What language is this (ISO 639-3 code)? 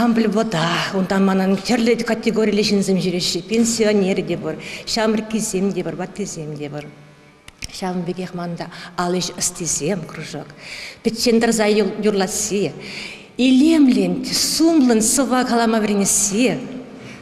chv